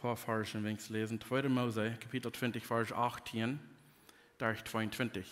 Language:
Plautdietsch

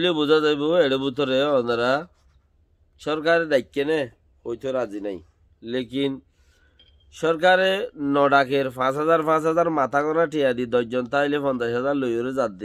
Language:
Rohingya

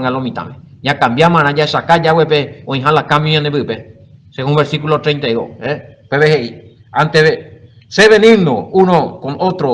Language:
Guarani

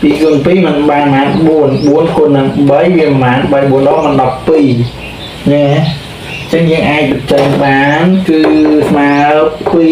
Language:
Khmer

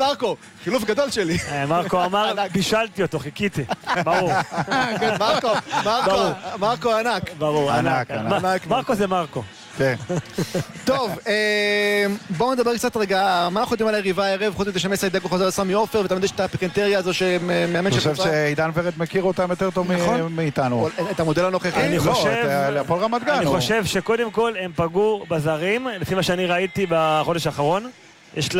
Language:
Hebrew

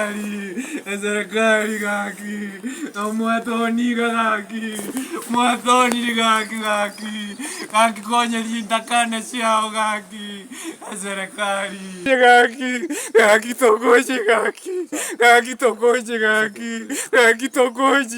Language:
Gusii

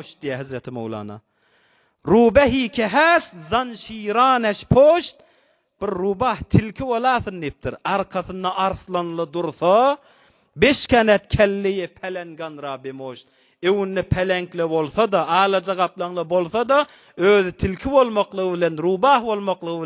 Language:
Turkmen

